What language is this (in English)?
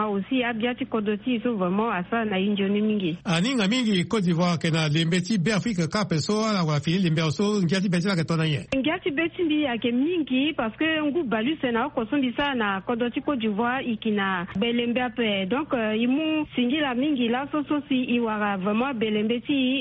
Sango